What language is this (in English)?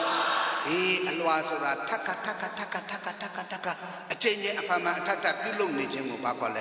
Burmese